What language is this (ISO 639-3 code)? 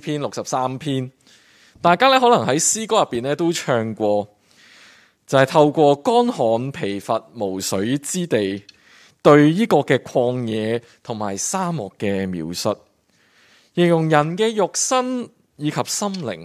yue